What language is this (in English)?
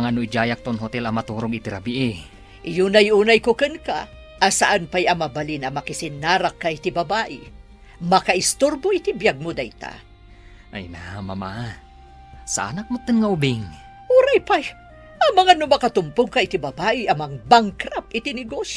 Iloko